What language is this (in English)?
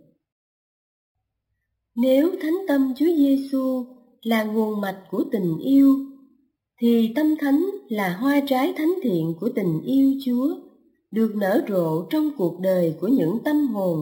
Vietnamese